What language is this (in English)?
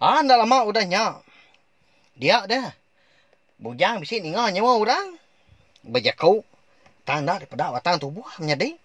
Iban